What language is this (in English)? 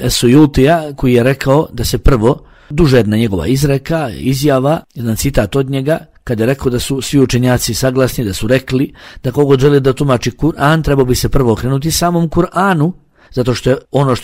Bosnian